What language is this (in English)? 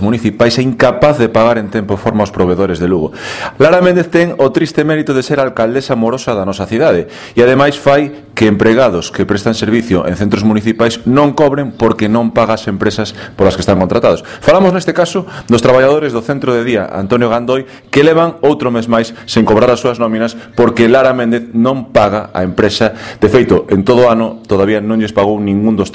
Galician